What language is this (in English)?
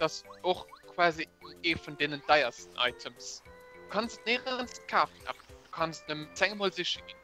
Luxembourgish